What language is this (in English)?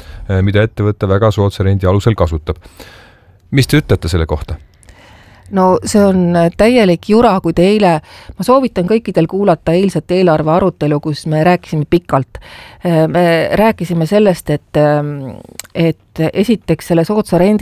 Estonian